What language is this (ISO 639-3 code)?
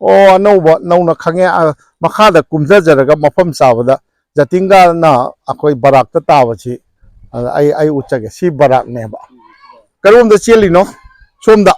mni